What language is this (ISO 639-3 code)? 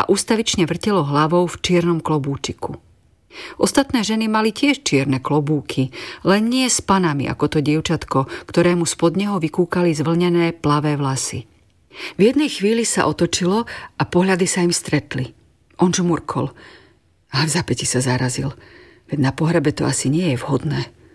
slk